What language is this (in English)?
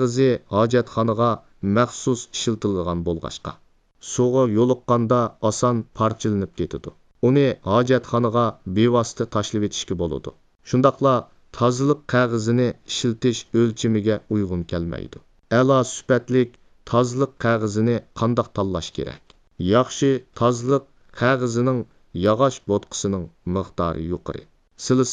Uyghur